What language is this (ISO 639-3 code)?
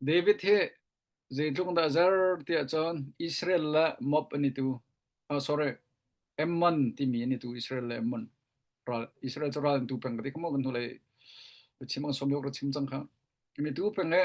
cnh